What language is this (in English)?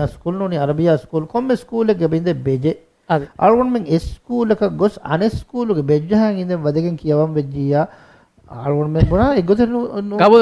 Divehi